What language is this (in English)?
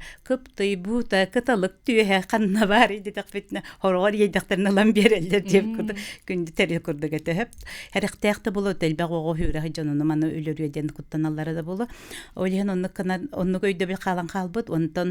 Yakut